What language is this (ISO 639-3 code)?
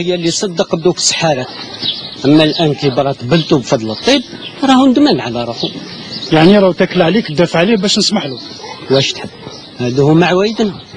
arq